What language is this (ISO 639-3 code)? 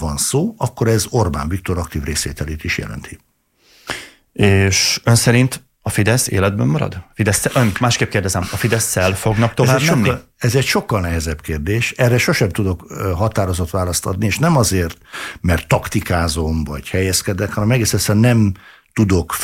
hun